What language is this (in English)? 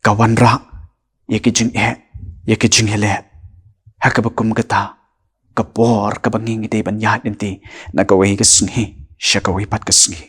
Khasi